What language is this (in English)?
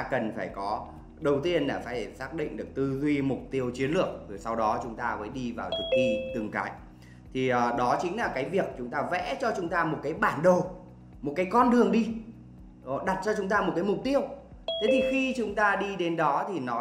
Vietnamese